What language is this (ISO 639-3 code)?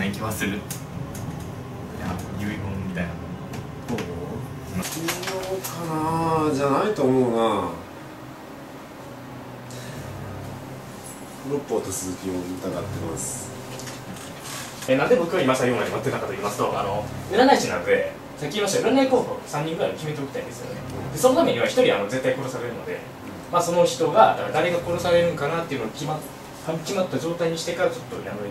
jpn